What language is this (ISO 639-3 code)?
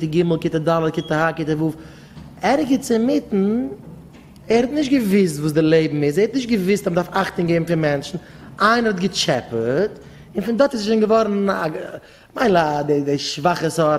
yid